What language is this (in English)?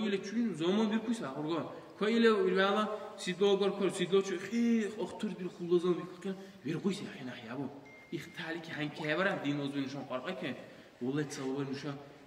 Dargwa